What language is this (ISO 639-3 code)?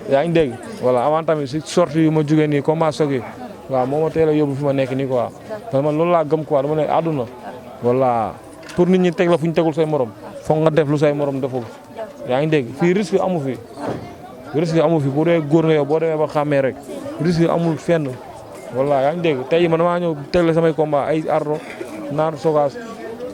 wol